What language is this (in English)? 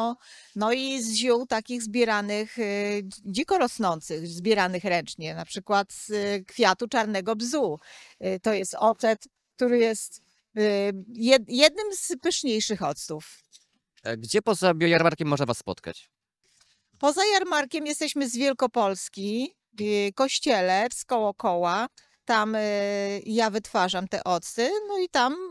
Polish